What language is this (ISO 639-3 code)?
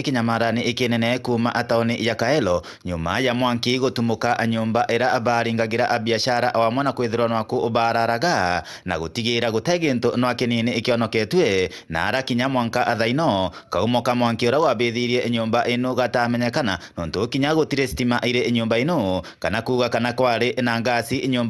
mer